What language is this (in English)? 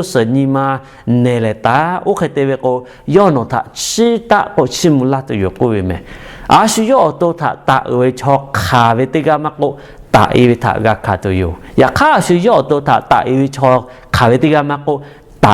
Lahu